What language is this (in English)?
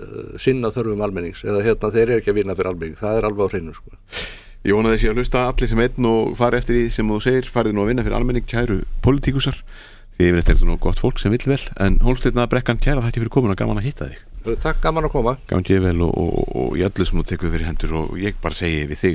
Icelandic